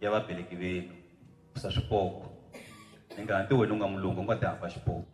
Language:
Tsonga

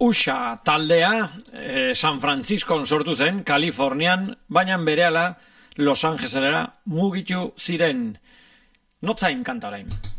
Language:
Basque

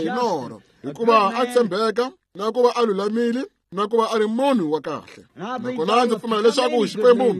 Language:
Tsonga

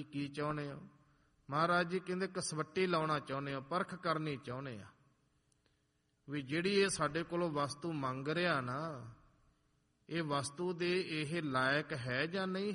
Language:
Punjabi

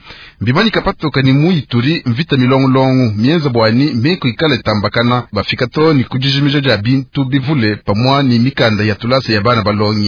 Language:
Luba-Lulua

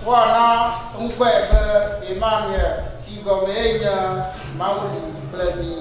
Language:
Ewe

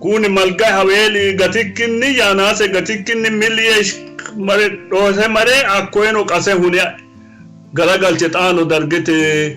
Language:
Sidamo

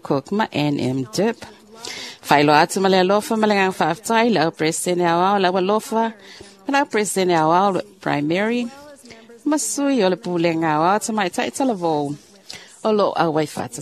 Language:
Samoan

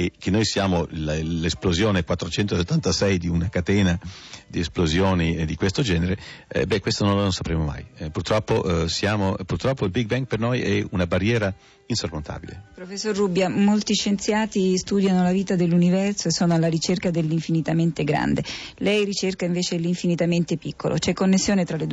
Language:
Italian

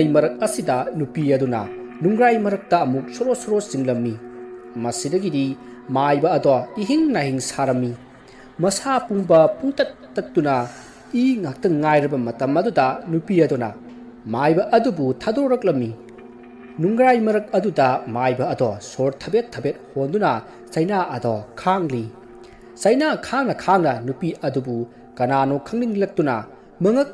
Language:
Manipuri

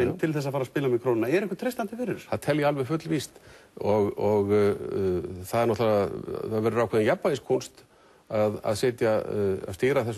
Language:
Icelandic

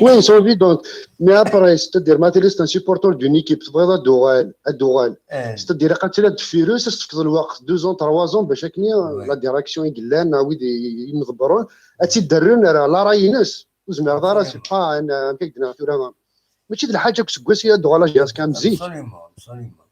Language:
Kabyle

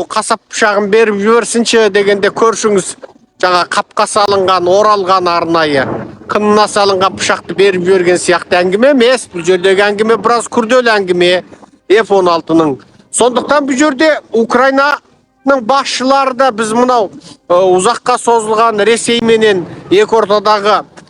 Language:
Kazakh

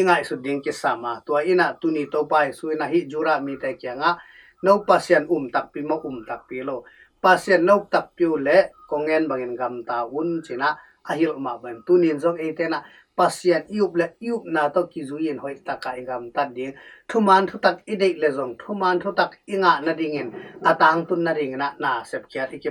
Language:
Tedim Chin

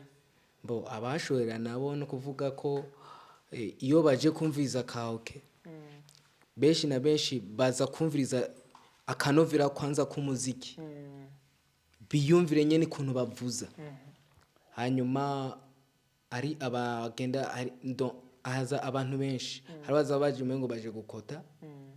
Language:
Rundi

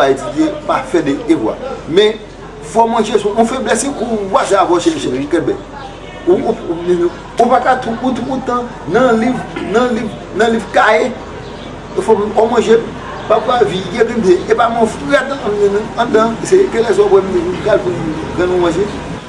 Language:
Haitian Creole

